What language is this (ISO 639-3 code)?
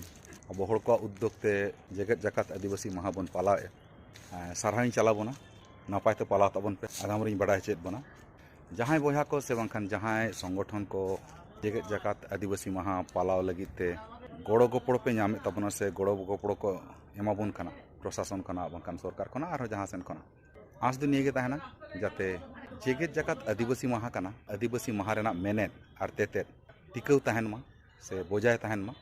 sat